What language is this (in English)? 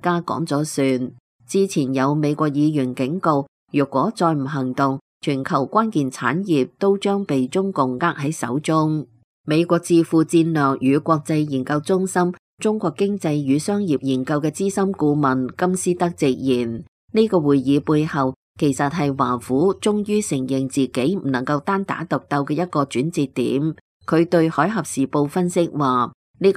Cantonese